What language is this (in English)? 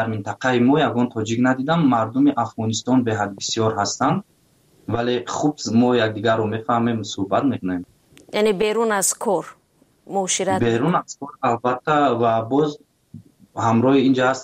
Tajik